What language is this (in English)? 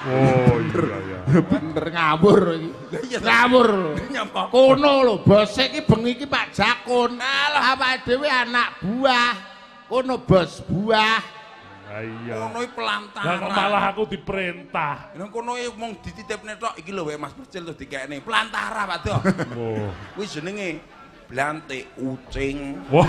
Javanese